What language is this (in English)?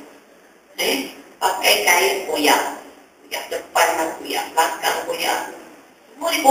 Malay